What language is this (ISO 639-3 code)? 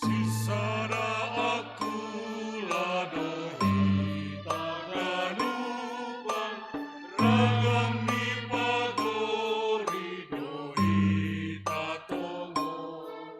bts